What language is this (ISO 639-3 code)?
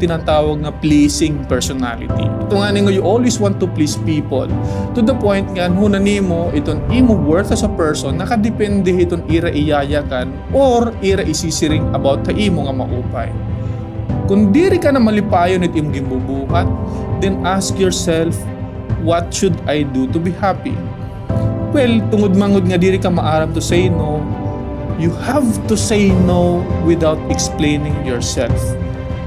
war